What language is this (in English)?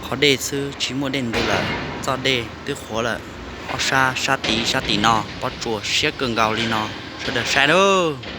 Hmong